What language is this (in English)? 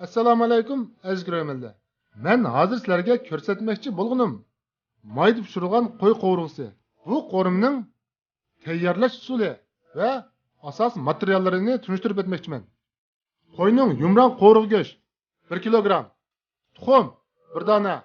Uyghur